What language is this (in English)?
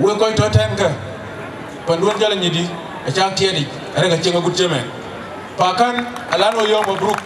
Dinka